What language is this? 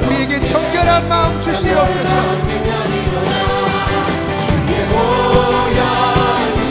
Korean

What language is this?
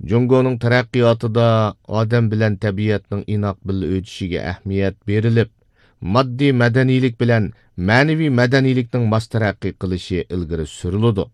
Uyghur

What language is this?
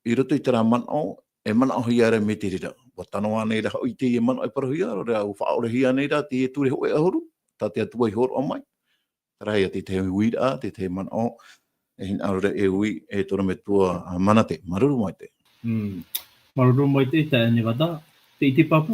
Tahitian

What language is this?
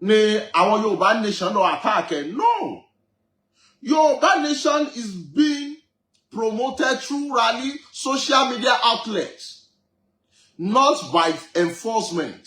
Yoruba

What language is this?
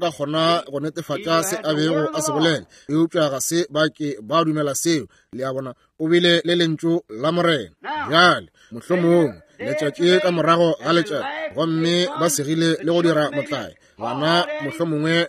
Northern Sotho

